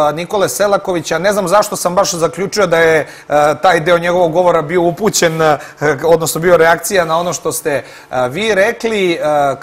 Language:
Serbian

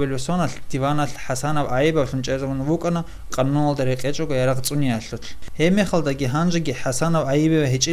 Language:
Avaric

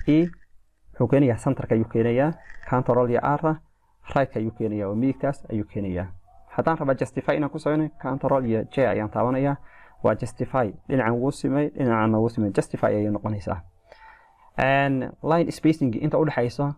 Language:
Somali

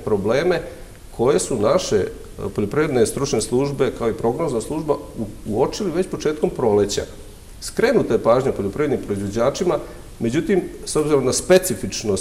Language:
Serbian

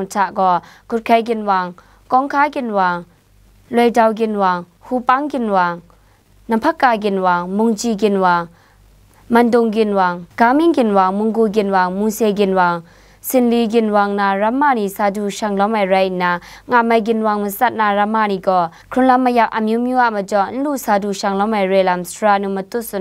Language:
Kachin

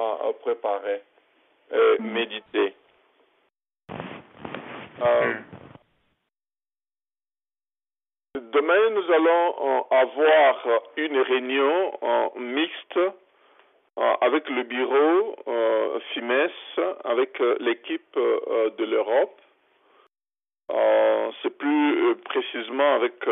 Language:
French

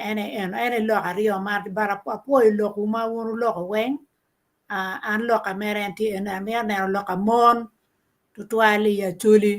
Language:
Acoli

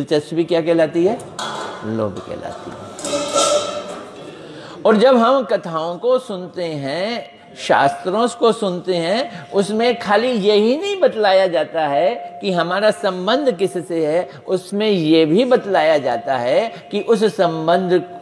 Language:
Hindi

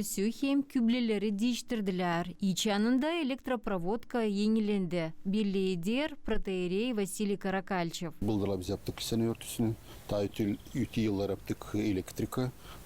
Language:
Gagauz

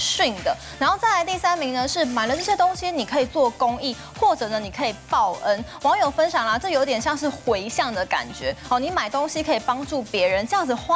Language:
Chinese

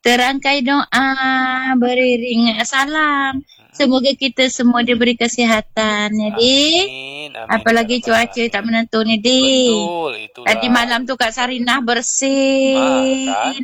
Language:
Malay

